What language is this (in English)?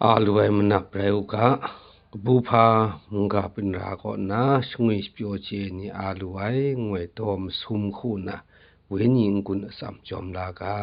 Kachin